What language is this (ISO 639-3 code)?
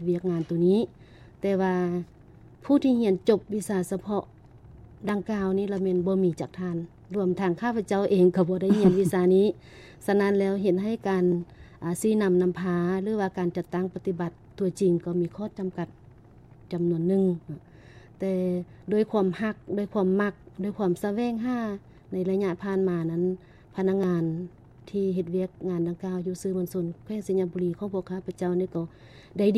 lao